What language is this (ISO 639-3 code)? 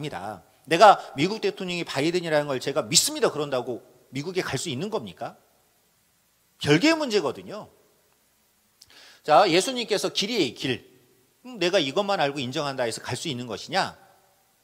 kor